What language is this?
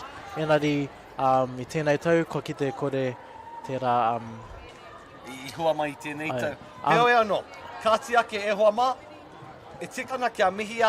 Māori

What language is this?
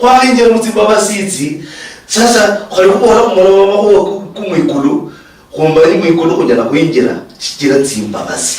Luyia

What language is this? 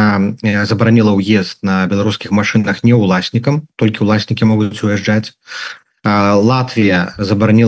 Belarusian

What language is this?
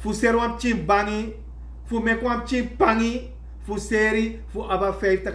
Sranan Tongo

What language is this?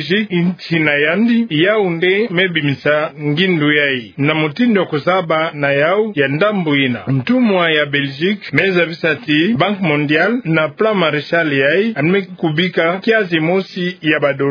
Kituba (Democratic Republic of Congo)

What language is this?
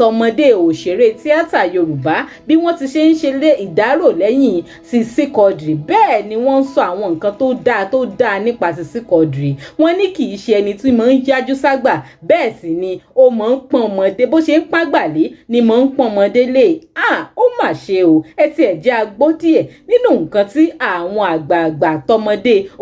Yoruba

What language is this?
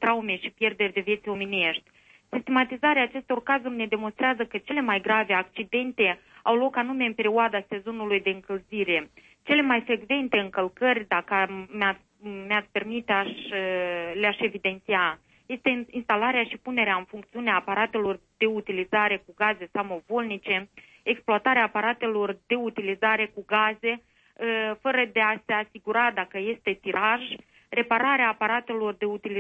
Romanian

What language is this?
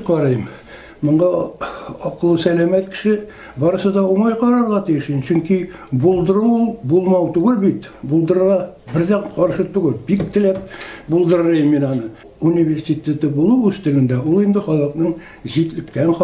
Tatar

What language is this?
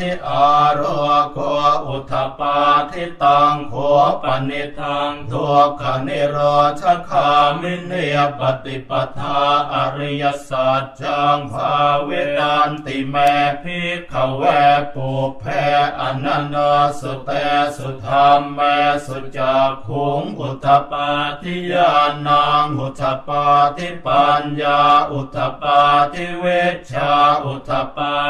Pali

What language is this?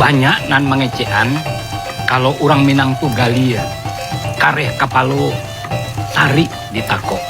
Minangkabau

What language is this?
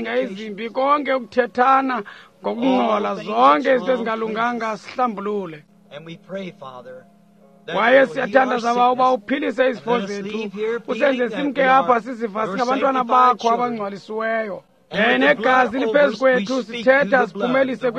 Xhosa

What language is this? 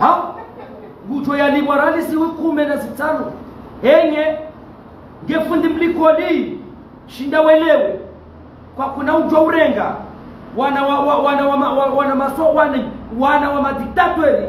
Ngazidja Comorian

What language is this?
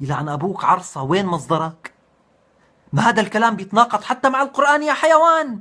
North Levantine Arabic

